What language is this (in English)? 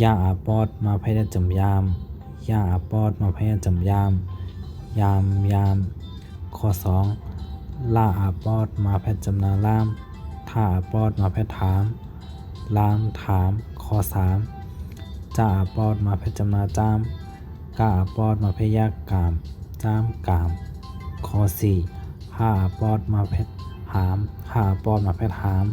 Shan